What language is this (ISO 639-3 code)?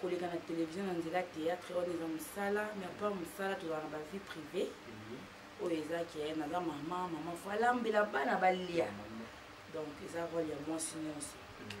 lin